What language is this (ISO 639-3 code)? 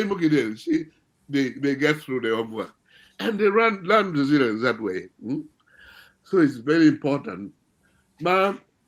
ach